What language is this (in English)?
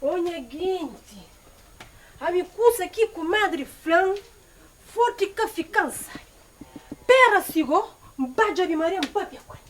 Kabuverdianu